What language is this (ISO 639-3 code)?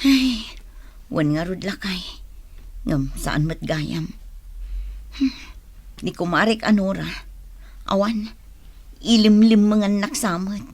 ilo